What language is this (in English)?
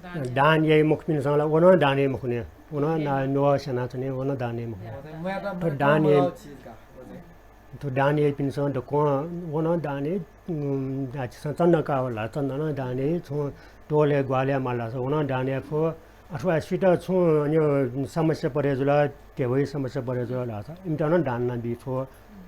Newari